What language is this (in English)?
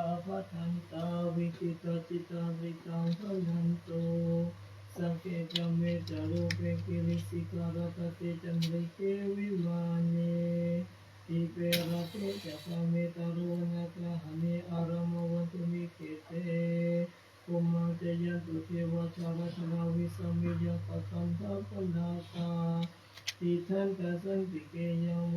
Pali